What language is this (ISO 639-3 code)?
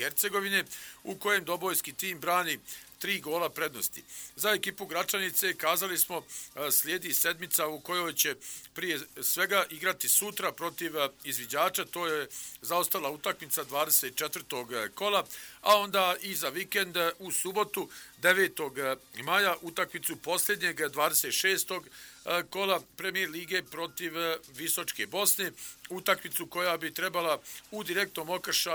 bos